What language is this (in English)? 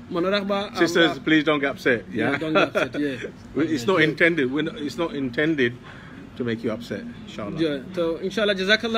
Sylheti